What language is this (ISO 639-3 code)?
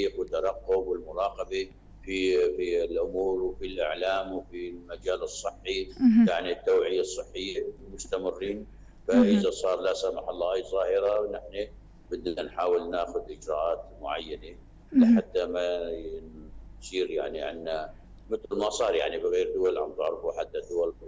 apc